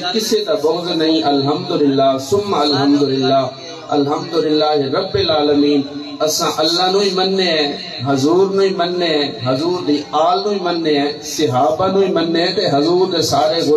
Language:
Saraiki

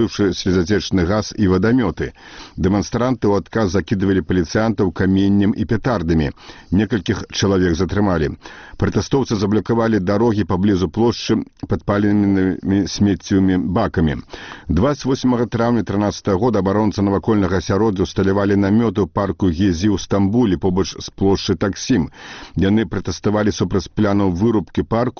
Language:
Belarusian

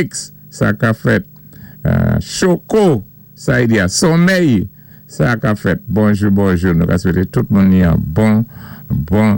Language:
Saint Lucian Creole French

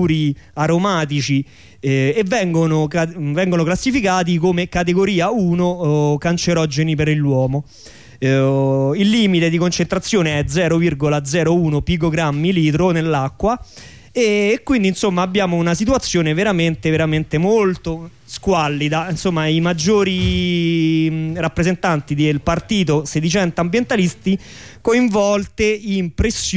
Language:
Italian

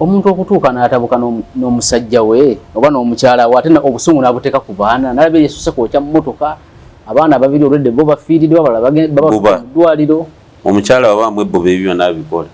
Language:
Ganda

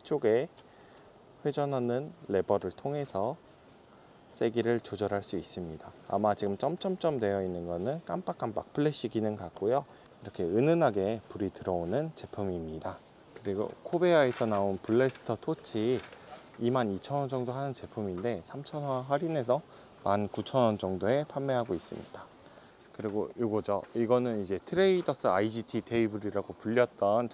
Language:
Korean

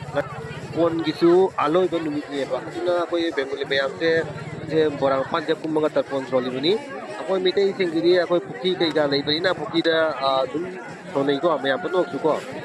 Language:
Manipuri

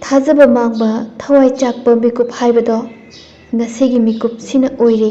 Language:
Manipuri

